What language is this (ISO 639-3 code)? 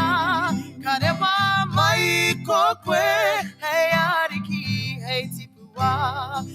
mri